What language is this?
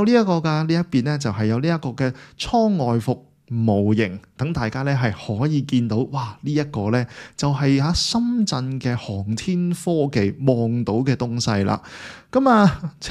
Cantonese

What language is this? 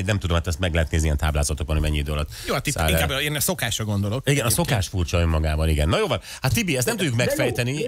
Hungarian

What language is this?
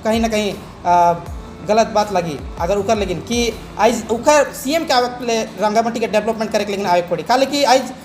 Sadri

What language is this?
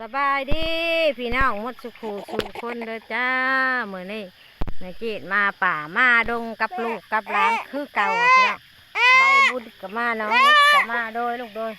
Northeastern Thai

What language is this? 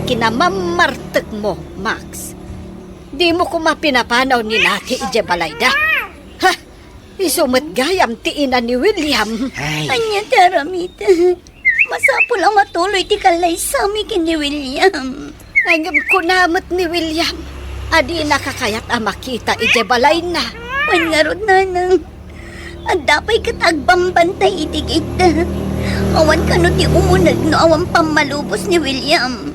Iloko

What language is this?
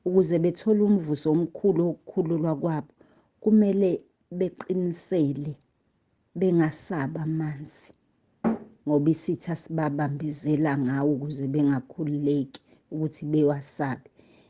Zulu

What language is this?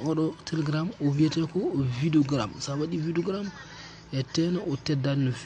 Fula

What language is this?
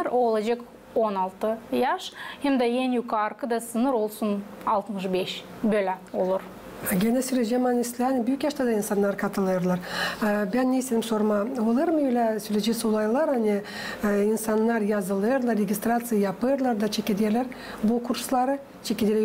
Gagauz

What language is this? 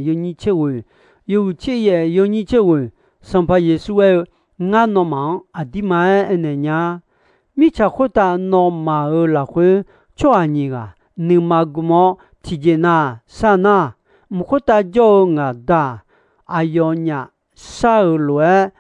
Akha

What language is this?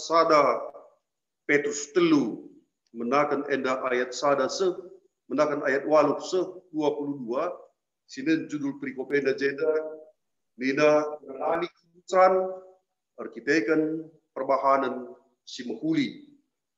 Batak Karo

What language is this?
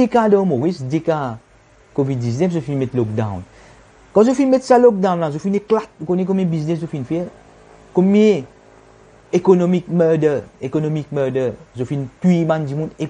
Morisyen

